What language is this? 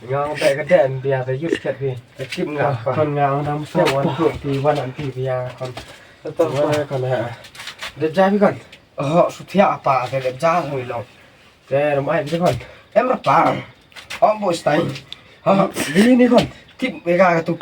Khasi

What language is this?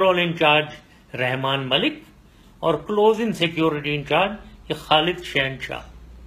Urdu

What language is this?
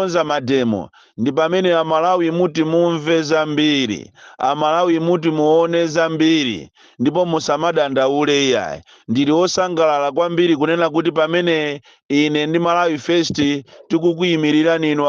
Nyanja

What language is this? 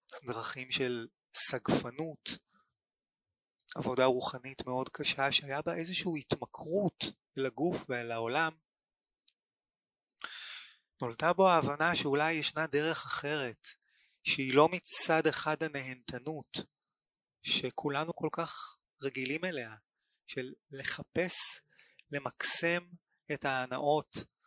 Hebrew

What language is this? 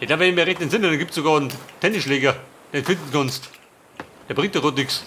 Bavarian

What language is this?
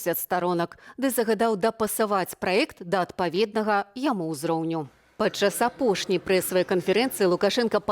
Belarusian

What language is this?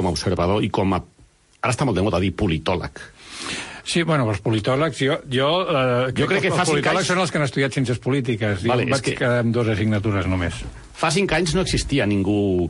Catalan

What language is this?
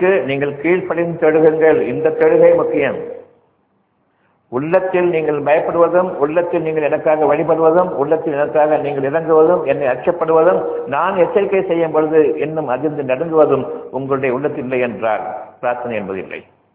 Tamil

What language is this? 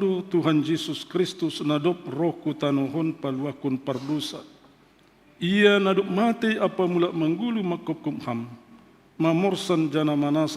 Batak Simalungun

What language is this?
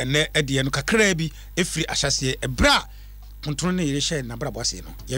Akan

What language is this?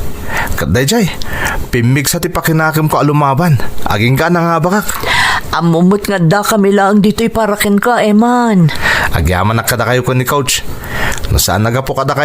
Iloko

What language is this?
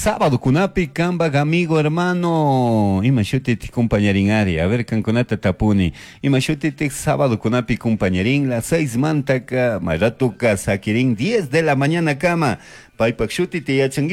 Chimborazo Highland Quichua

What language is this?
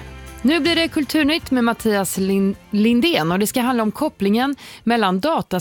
Swedish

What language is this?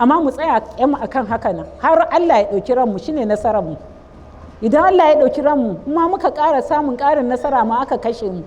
Hausa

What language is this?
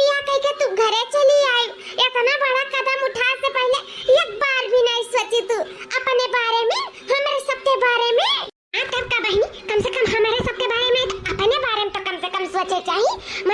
Awadhi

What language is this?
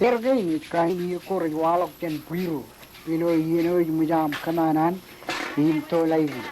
Marshallese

